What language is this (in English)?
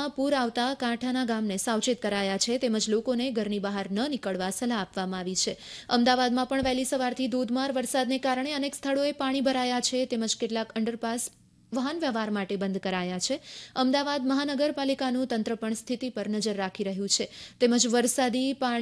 Gujarati